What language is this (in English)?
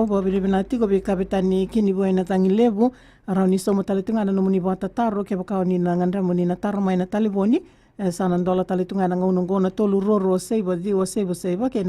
Fijian